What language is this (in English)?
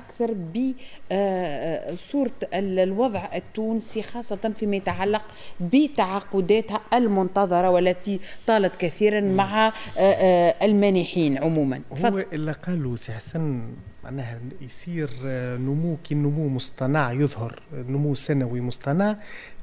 Tunisian Arabic